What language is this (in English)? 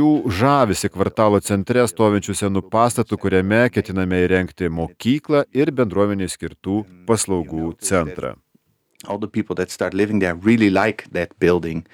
Lithuanian